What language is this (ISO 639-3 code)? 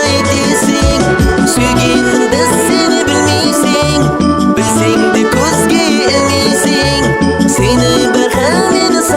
kaa